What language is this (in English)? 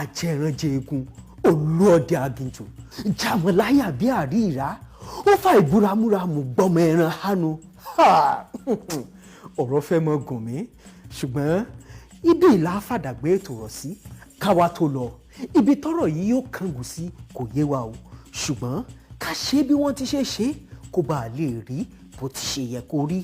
Yoruba